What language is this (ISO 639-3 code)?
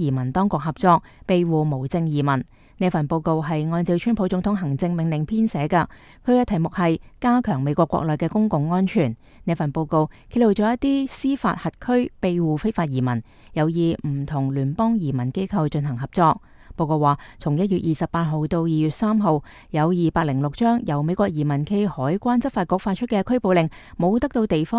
yue